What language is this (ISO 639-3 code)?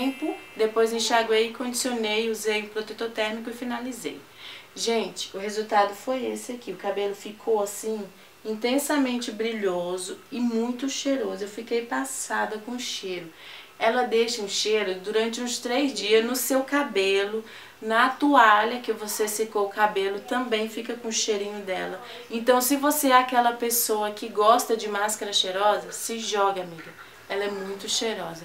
por